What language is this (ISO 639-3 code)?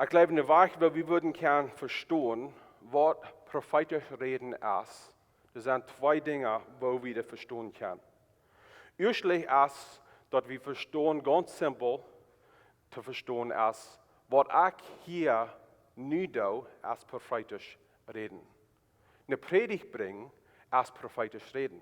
pdt